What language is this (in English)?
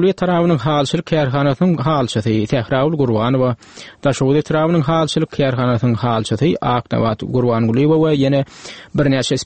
Turkmen